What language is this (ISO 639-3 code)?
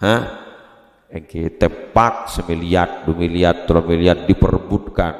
mad